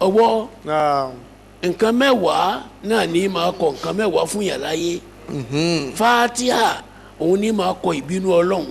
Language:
Yoruba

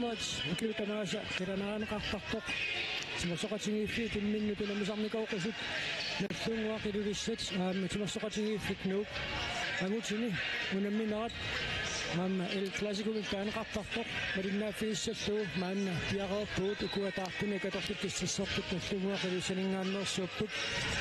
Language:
Kalaallisut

